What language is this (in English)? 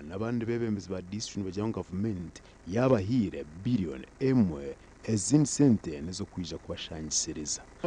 Nyankole